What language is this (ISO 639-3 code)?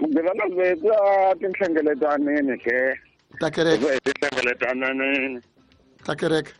tso